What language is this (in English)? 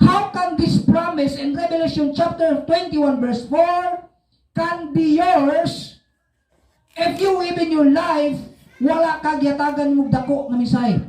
Cebuano